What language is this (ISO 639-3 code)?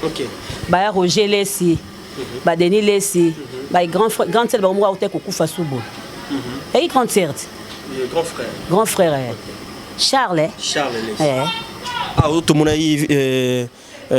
lin